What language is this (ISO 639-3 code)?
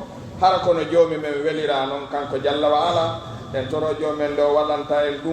fuf